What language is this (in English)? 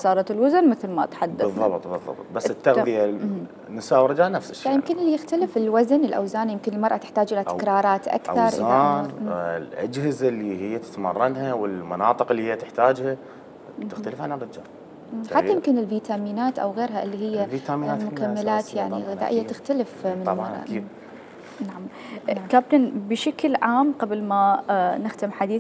Mesopotamian Arabic